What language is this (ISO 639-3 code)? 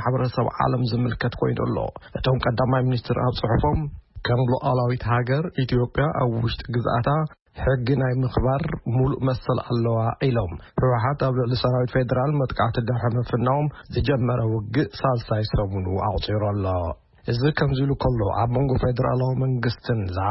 tir